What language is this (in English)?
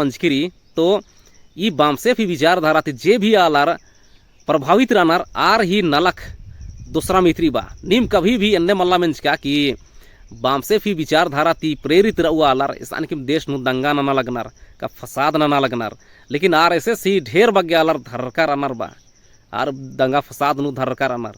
Kurukh